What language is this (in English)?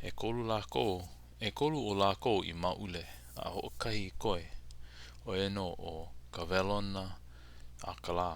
Hawaiian